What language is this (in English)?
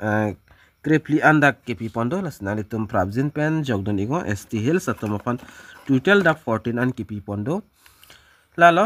Karbi